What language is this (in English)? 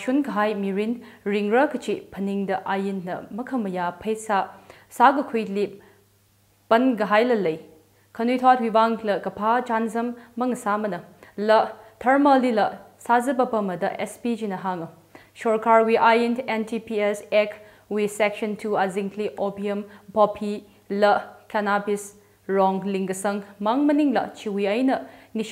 Tangkhul Naga (India)